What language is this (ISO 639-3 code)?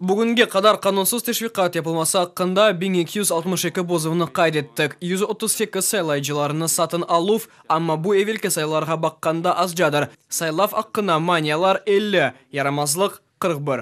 crh